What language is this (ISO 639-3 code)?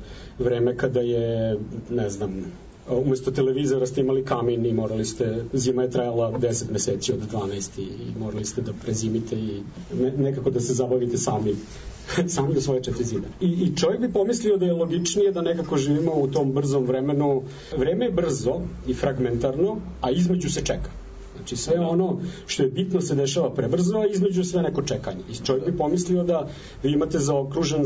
srp